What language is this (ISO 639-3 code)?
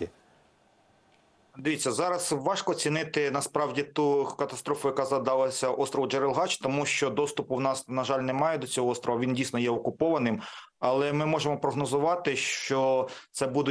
ukr